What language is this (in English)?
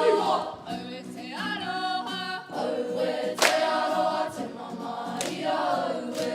Māori